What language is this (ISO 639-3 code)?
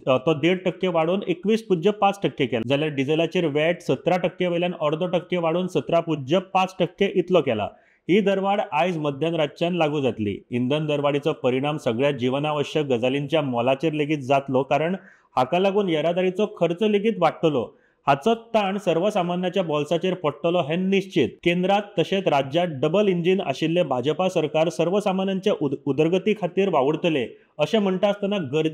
kok